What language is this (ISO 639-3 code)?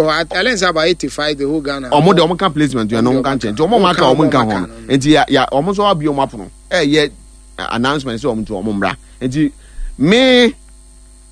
aka